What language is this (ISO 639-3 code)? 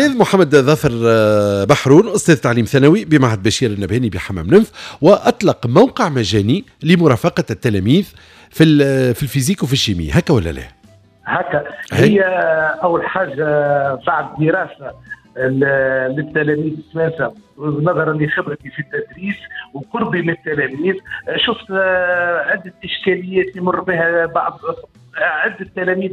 aeb